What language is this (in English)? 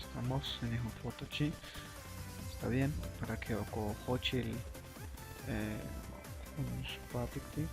Chuj